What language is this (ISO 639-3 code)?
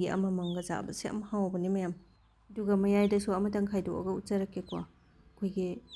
mni